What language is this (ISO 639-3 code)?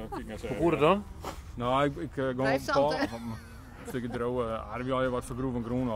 fry